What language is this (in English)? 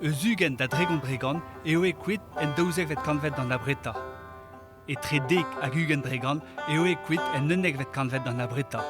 Breton